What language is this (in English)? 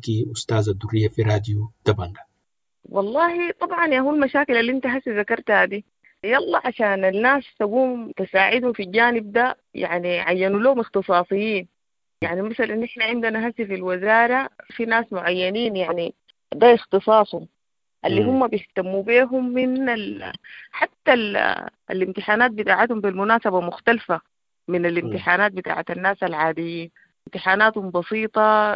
Sudanese Arabic